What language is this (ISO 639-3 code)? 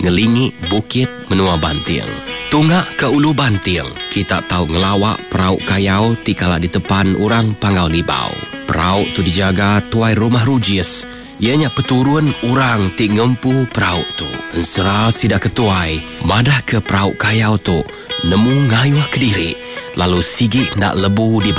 iba